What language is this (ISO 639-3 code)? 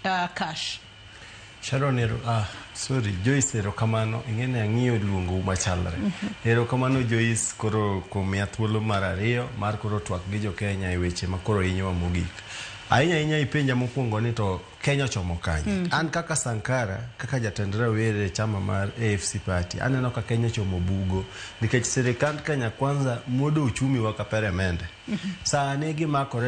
luo